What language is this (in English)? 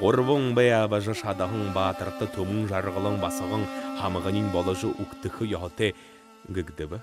Buriat